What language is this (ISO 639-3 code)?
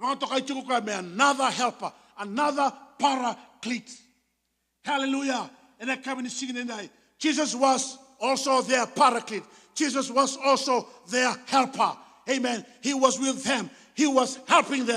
fij